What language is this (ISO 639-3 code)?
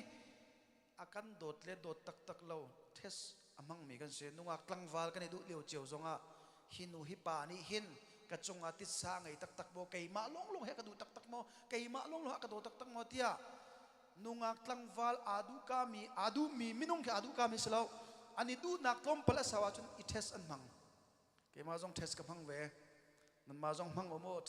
cnh